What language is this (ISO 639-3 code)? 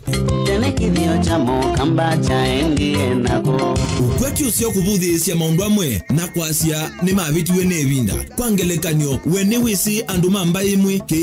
kam